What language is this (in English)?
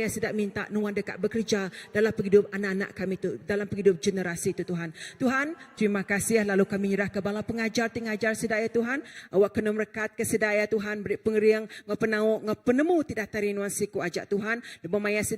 Iban